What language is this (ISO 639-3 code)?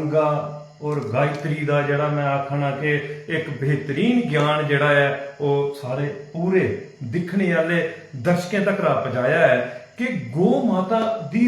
doi